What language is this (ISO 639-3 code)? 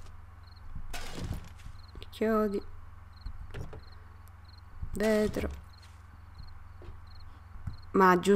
ita